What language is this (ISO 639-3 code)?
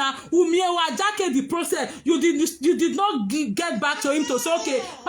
pcm